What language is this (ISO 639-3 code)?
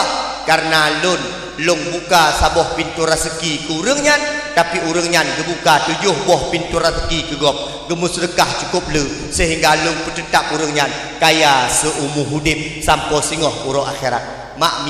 ace